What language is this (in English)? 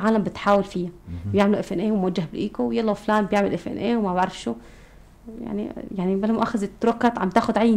North Levantine Arabic